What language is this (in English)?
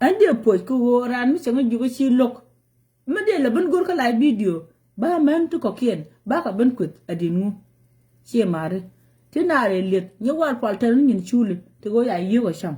Nuer